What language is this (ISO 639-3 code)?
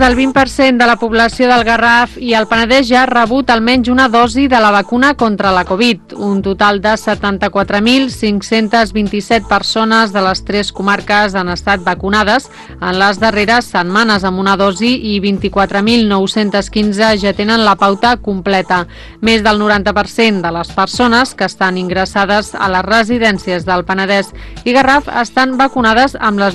cat